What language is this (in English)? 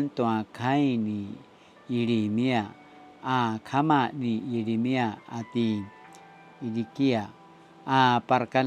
Paiwan